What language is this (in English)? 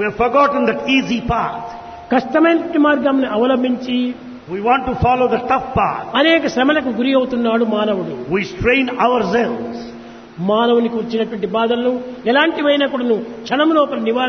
Telugu